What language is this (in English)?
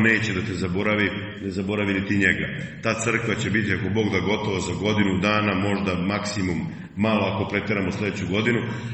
Serbian